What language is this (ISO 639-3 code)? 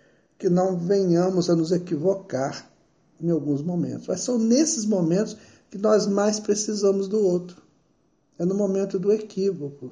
por